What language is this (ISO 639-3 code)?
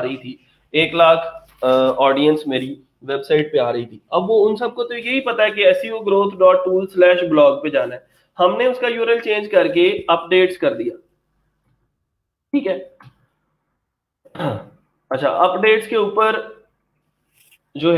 hin